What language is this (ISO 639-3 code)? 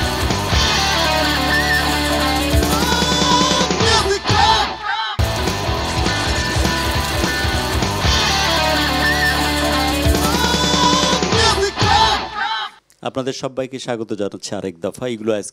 ben